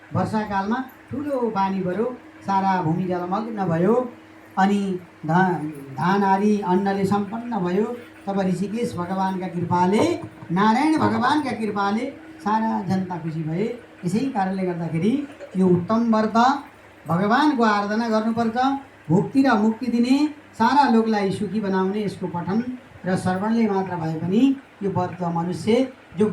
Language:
Nepali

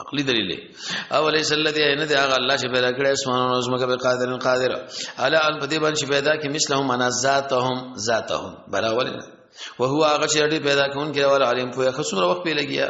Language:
Pashto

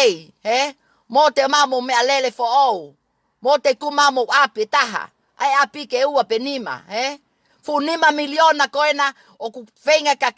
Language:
Tongan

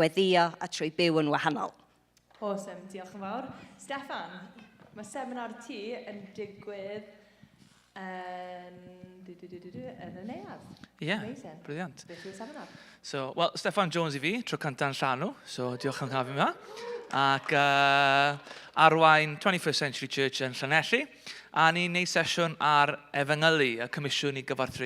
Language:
Welsh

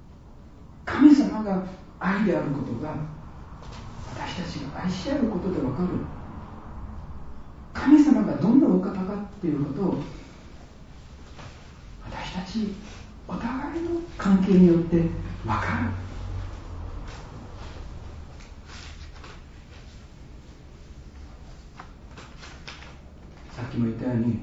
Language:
Japanese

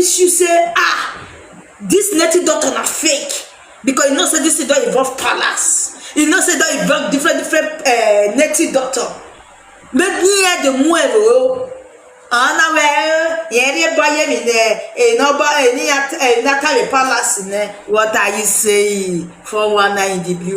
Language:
Nigerian Pidgin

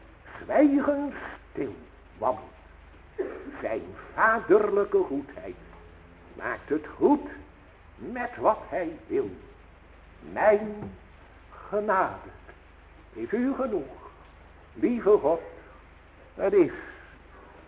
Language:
Dutch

